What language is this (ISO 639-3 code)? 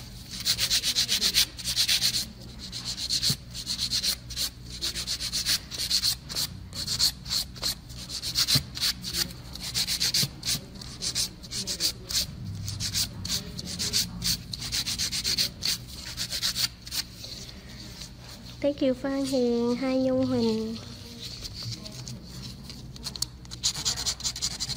vie